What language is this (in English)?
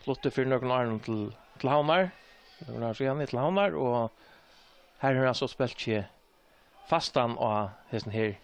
Faroese